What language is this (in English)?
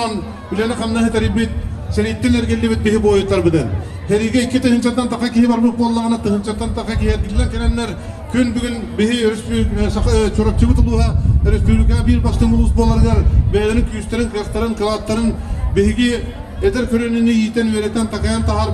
Yakut